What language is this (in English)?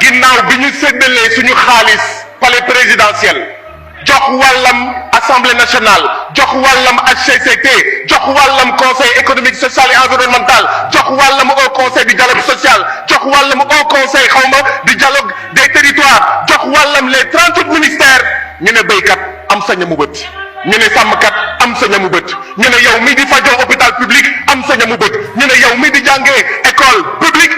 Wolof